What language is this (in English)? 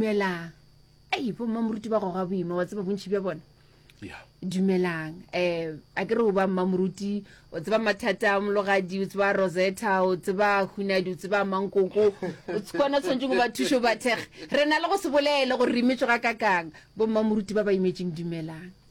Northern Sotho